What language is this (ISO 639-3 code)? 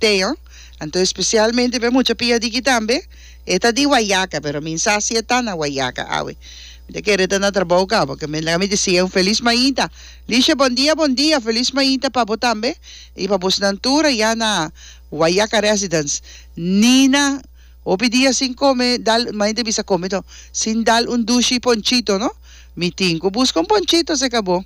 pap